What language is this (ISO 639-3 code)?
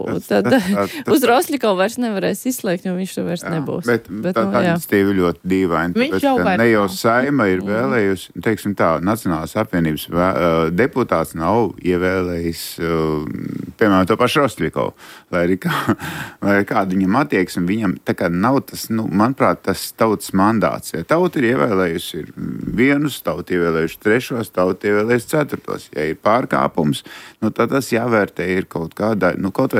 lav